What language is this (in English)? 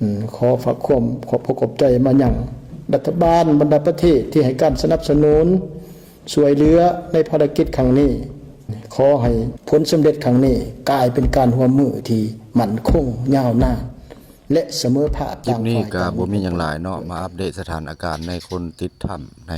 Lao